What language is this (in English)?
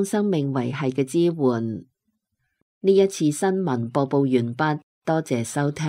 Cantonese